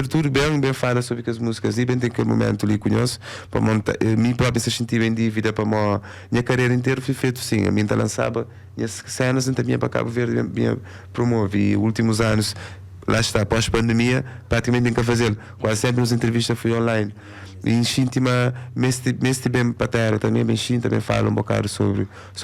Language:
Kabuverdianu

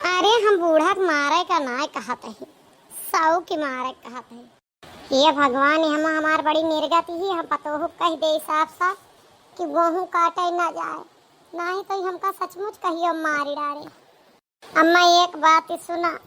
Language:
Awadhi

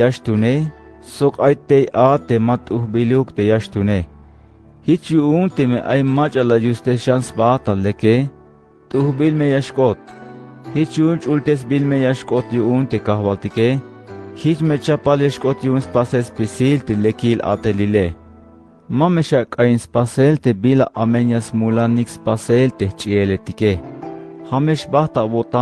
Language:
Tzeltal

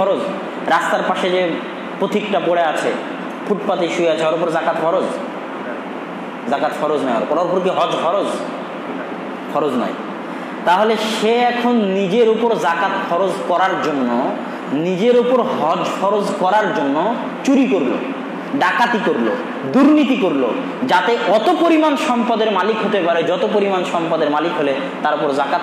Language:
Bangla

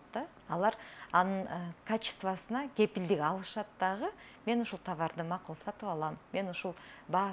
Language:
Kyrgyz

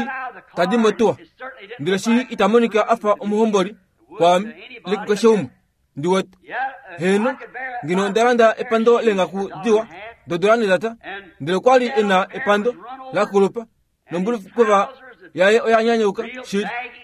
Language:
Kuanyama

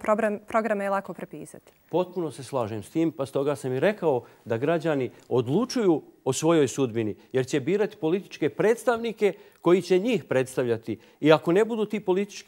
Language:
Bosnian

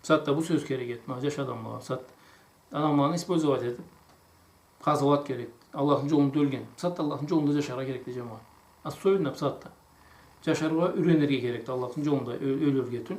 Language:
Karachay-Balkar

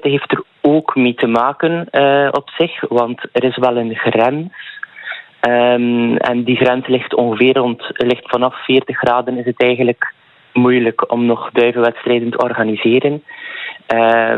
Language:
Dutch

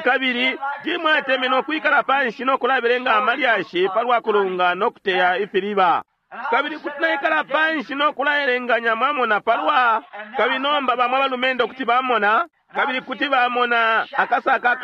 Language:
Bemba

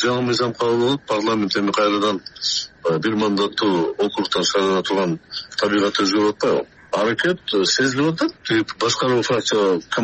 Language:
Kyrgyz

